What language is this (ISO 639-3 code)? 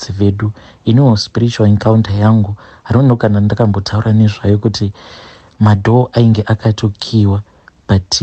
sna